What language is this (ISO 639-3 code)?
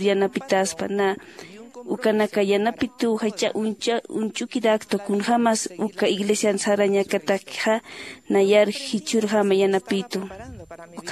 aym